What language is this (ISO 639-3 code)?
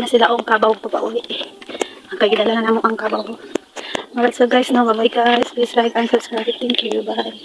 ceb